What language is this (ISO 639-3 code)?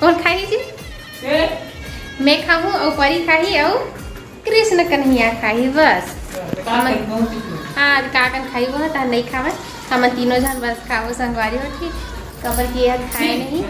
hne